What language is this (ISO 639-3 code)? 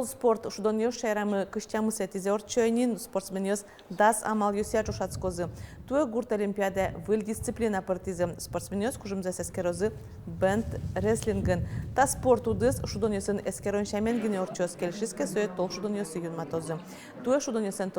udm